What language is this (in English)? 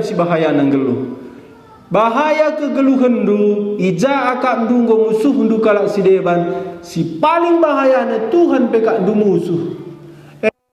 Batak Karo